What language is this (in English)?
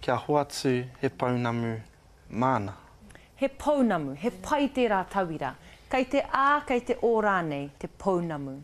Māori